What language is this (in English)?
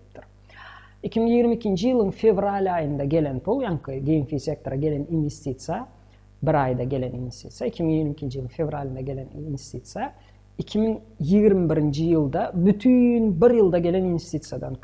Turkmen